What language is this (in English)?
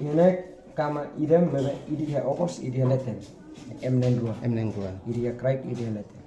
Tetum